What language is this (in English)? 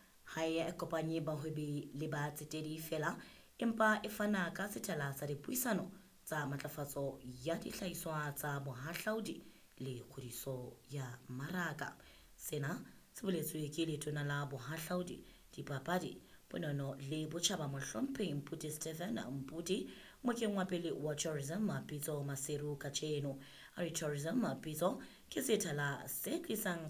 Southern Sotho